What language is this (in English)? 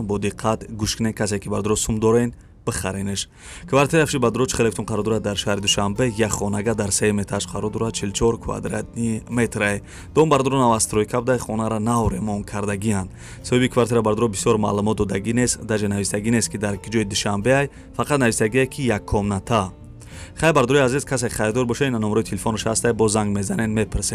Tajik